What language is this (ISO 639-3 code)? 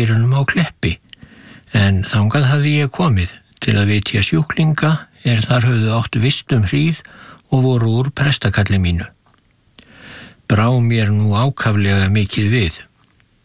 isl